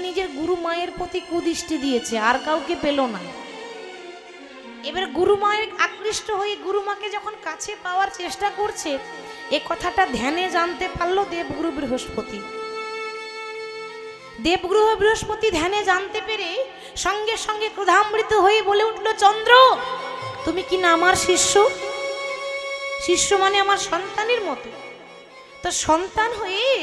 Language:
Bangla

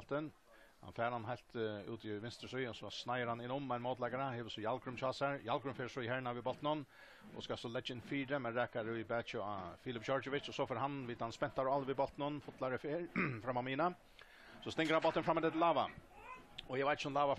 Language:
Faroese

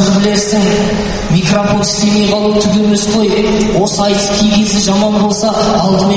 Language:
Kazakh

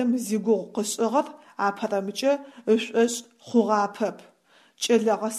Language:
Adyghe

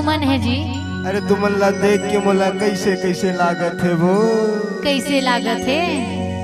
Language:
Chhattisgarhi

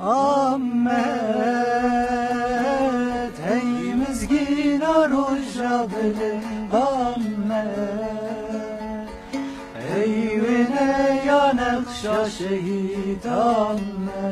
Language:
Kurdish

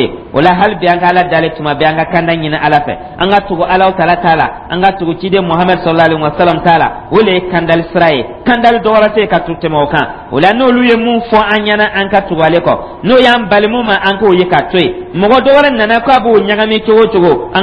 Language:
Dyula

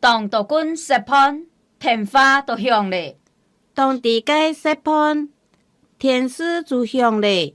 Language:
Hakka Chinese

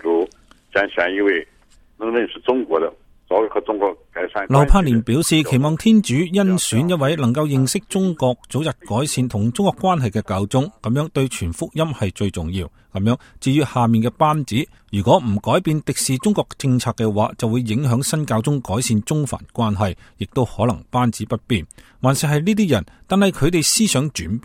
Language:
Cantonese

